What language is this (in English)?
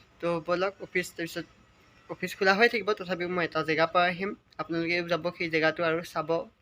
Assamese